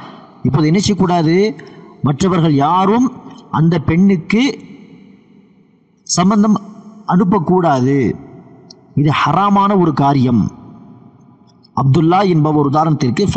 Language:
Tamil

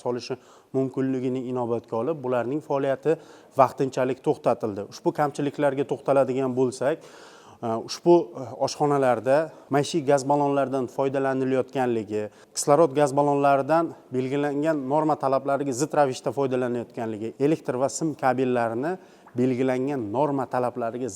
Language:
Uzbek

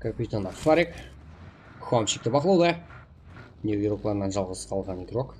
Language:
Kara-Kalpak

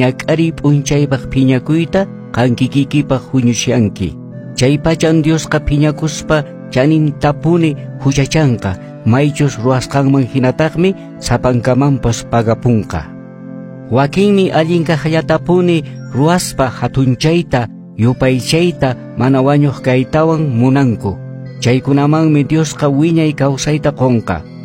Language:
Quechua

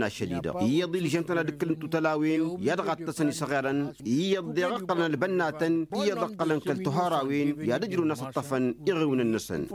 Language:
Tamasheq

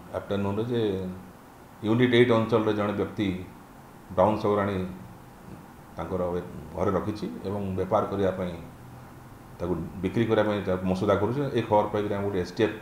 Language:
Odia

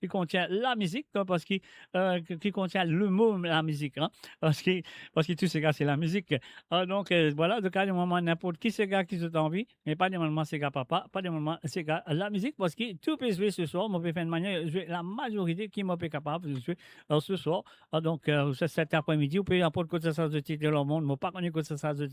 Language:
Morisyen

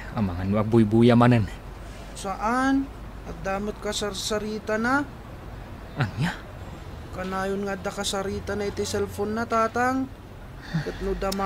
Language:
Iloko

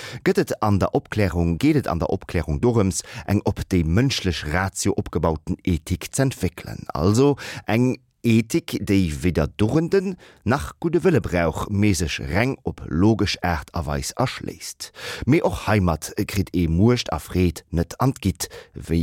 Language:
Luxembourgish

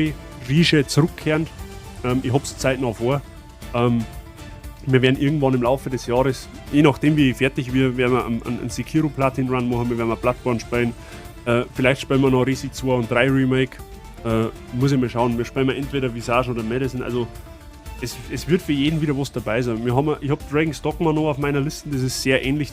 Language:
Bavarian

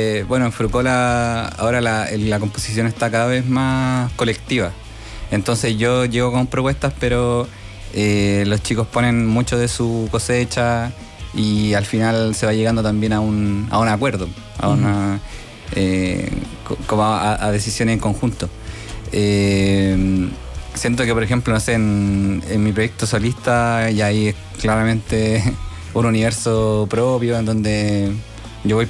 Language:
Spanish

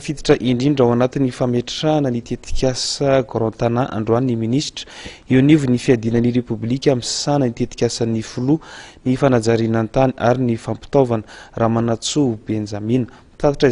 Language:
Malagasy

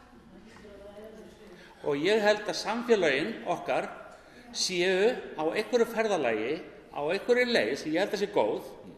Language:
Icelandic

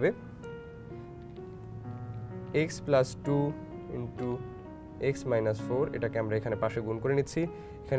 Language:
Bangla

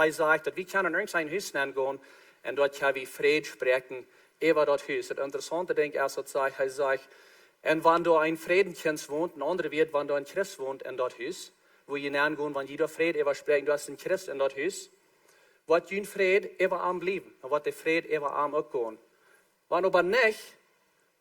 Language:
Plautdietsch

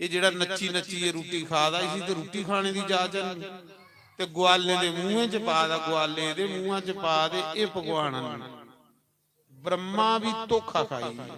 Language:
Dogri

